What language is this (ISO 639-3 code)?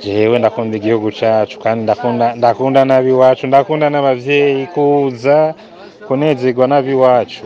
run